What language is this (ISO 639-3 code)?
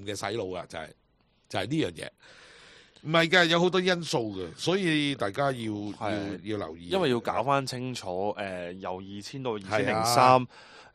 yue